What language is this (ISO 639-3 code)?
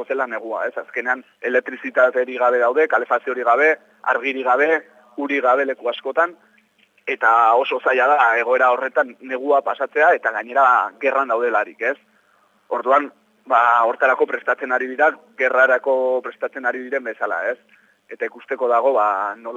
eus